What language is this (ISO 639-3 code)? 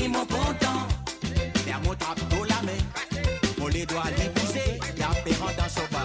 mfe